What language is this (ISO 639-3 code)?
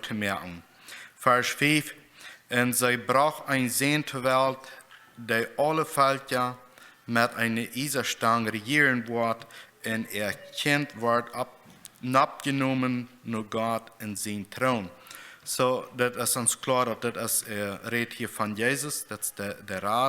pdt